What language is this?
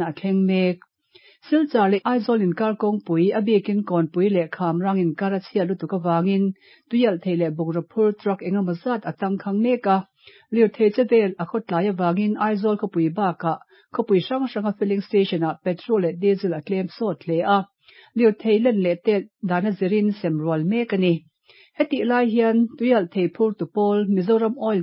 Mizo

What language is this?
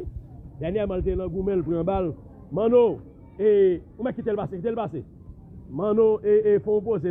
Haitian Creole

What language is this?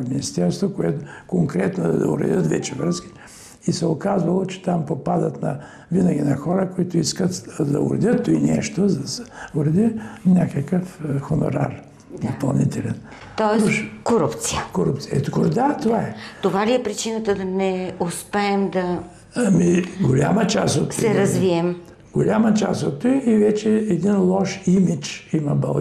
Bulgarian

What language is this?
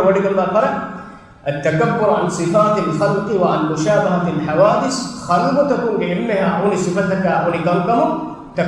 Divehi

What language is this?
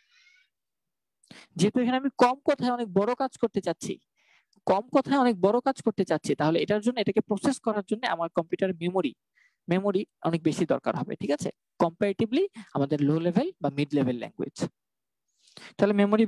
Bangla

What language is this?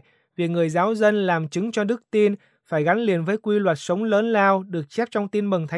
Vietnamese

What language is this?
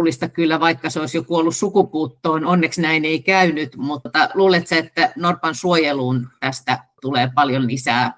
Finnish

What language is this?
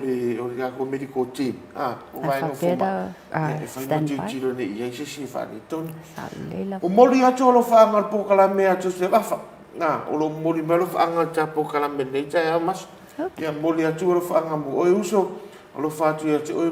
Samoan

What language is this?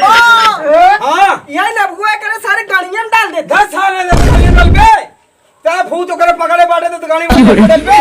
Awadhi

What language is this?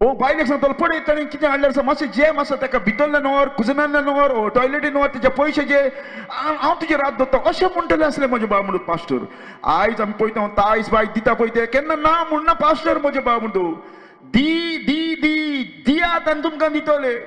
Konkani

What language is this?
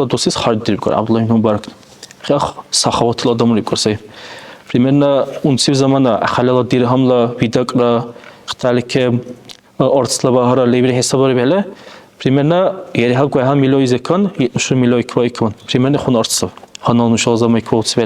Dargwa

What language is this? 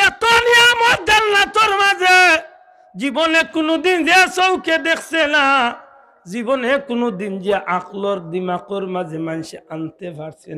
Sylheti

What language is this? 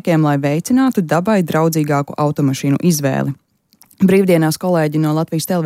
Latvian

